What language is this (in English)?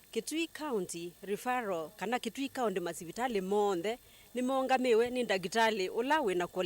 Kamba